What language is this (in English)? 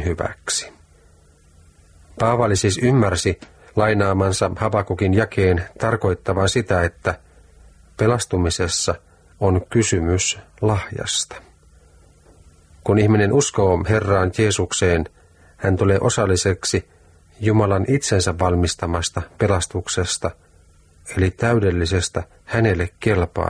Finnish